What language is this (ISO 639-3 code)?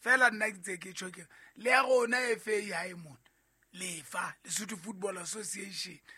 sot